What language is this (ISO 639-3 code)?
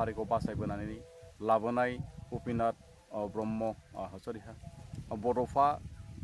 brx